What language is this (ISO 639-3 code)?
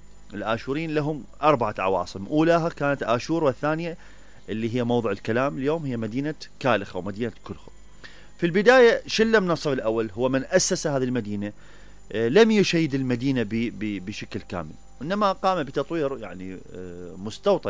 acm